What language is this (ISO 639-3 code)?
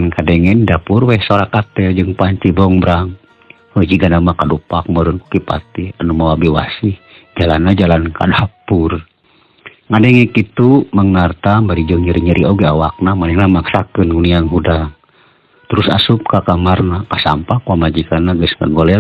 sun